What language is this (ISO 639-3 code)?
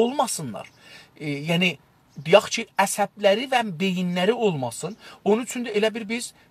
azb